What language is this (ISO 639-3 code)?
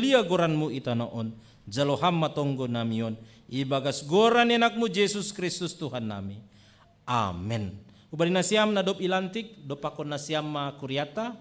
bts